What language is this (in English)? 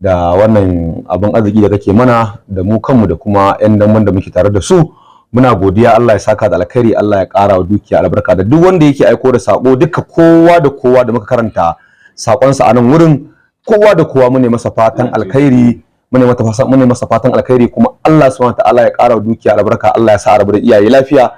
Hausa